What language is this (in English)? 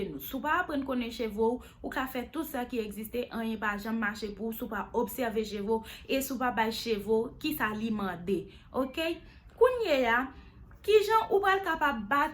Haitian Creole